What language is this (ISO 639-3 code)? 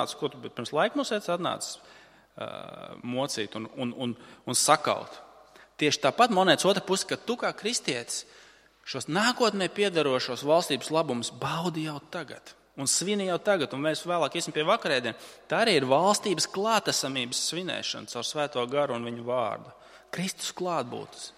lav